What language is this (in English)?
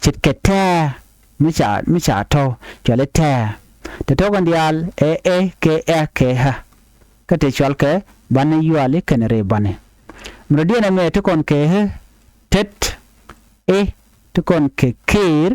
Nuer